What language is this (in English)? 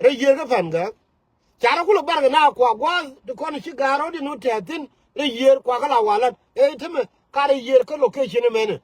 Nuer